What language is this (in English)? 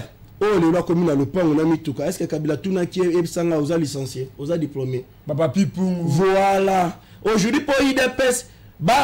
Lingala